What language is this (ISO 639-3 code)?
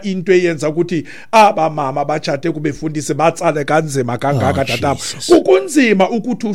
xho